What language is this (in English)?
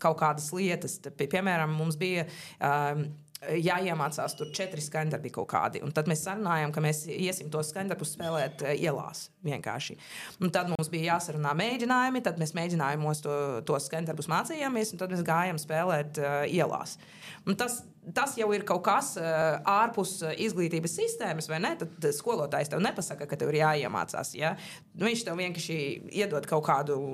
Latvian